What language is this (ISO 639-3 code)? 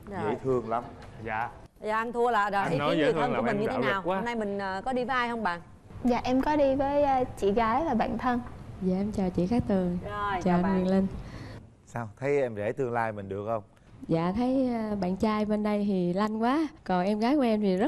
vie